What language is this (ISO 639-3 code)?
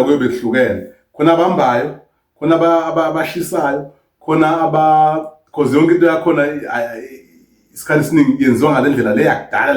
zul